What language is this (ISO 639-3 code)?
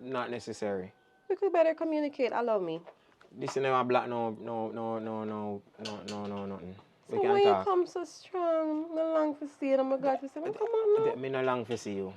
jam